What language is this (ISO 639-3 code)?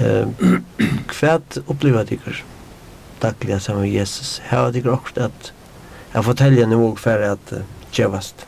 fao